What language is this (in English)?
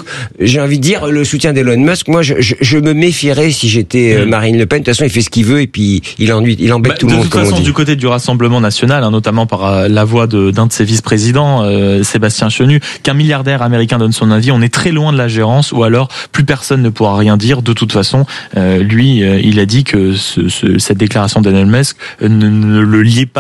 French